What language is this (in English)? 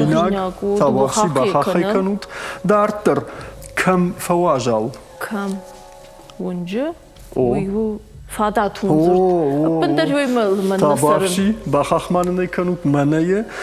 Ossetic